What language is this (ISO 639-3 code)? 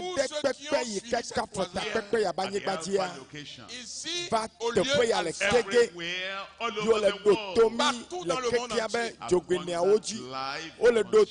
ewe